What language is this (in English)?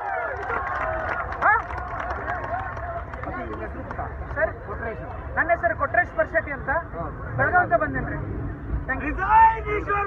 Kannada